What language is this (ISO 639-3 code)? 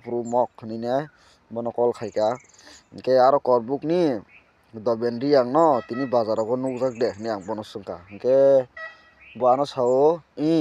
trp